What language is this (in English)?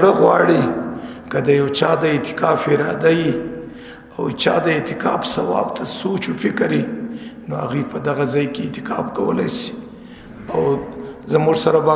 Pashto